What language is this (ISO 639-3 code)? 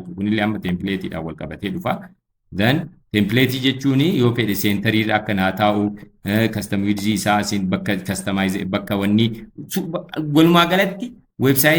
orm